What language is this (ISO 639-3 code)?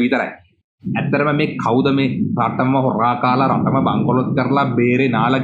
sin